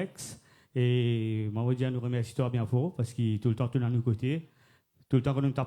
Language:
Morisyen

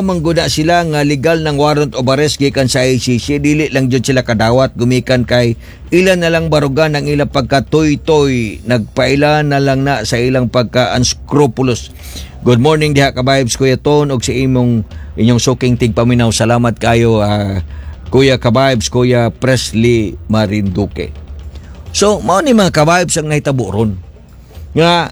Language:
Cebuano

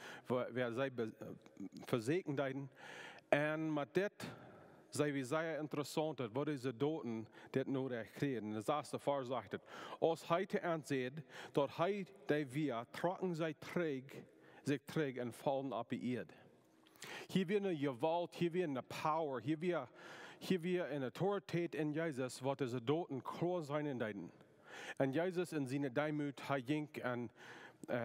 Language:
Plautdietsch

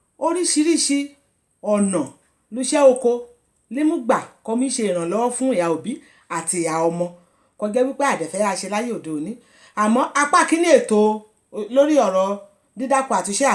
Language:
Yoruba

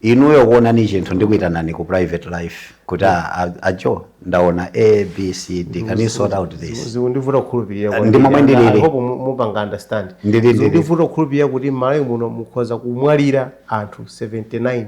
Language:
Nyanja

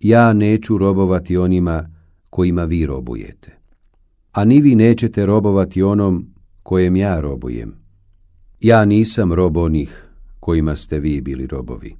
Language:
Bosnian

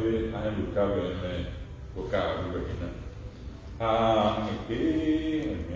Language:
Guarani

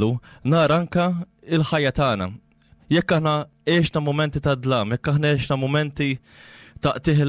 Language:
Maltese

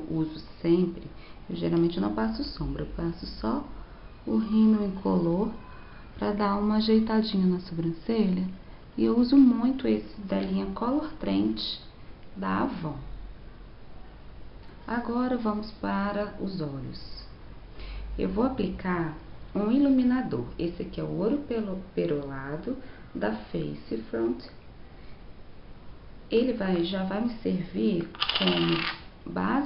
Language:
Portuguese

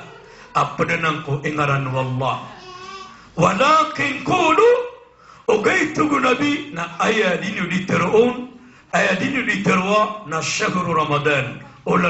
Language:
Maranao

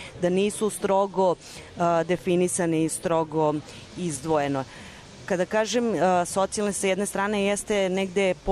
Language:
Serbian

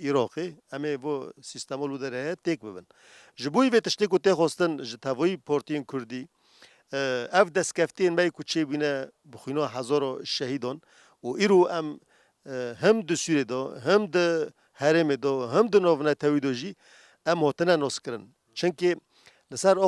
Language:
Kurdish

